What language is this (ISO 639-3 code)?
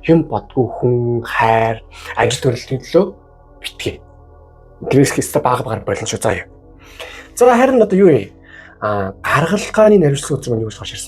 mon